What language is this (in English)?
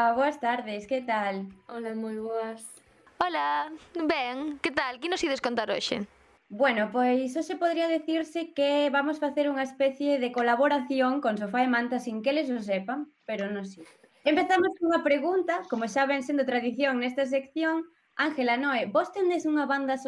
Galician